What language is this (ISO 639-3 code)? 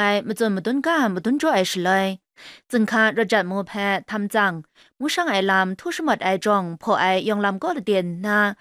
kac